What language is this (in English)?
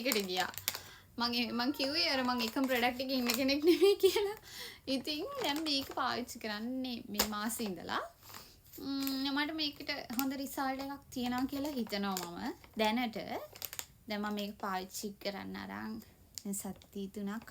Sinhala